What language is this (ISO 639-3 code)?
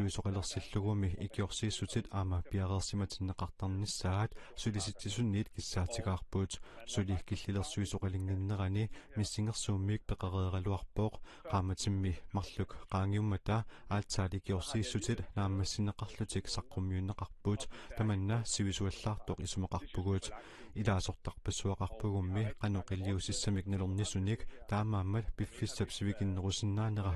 kal